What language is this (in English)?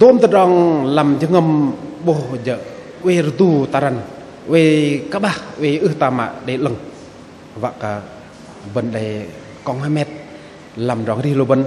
Bahnar